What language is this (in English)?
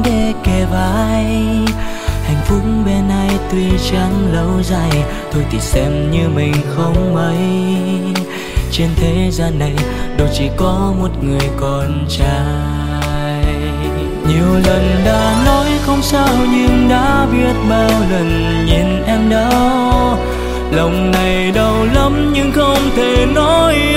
Vietnamese